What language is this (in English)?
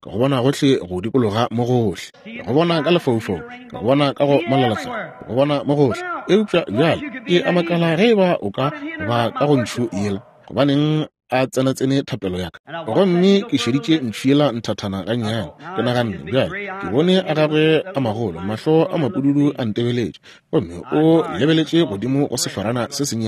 Northern Sotho